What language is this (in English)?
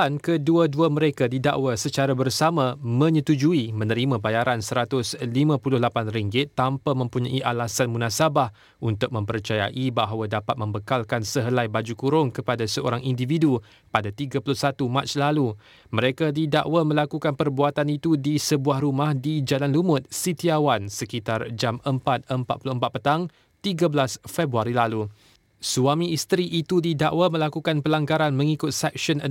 Malay